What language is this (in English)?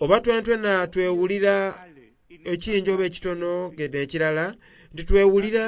Soga